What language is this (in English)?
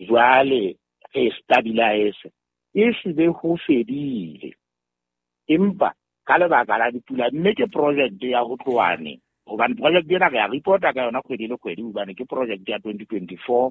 Southern Sotho